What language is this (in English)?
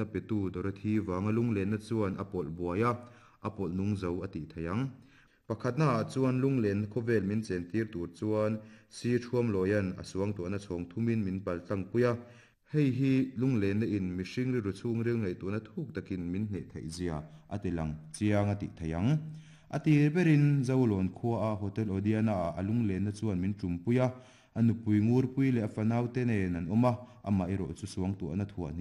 Mizo